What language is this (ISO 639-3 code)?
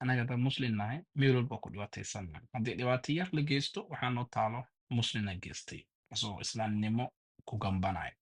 som